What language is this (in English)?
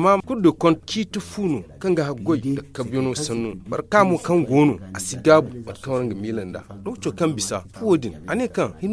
Zarma